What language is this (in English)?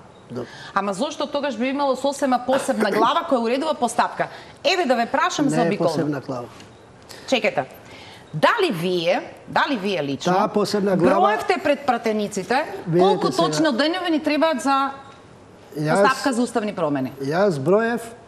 Macedonian